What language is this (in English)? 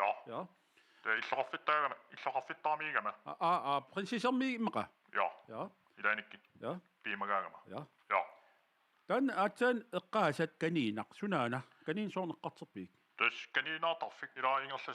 Kalaallisut